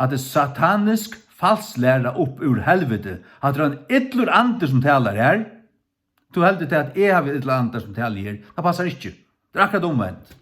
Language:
Faroese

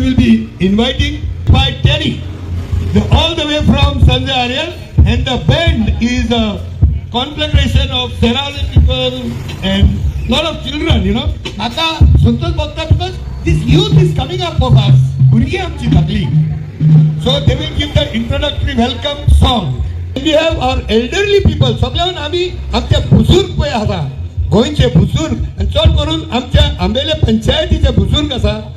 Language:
Konkani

